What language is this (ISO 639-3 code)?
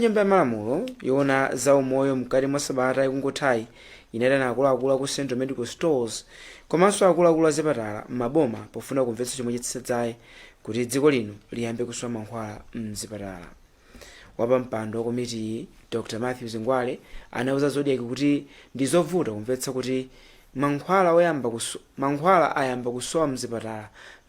nya